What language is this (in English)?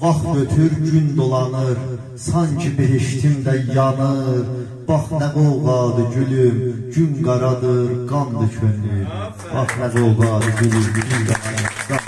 South Azerbaijani